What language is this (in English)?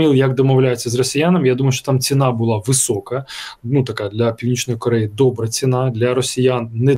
Ukrainian